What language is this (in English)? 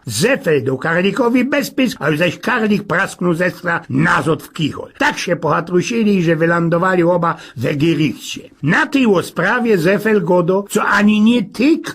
Silesian